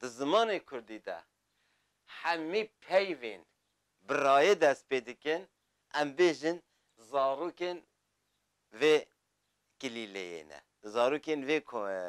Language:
Kurdish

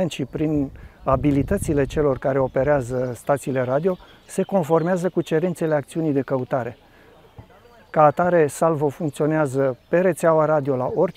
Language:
Romanian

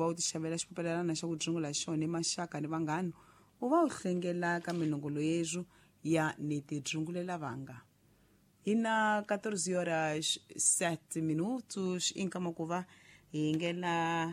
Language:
Tsonga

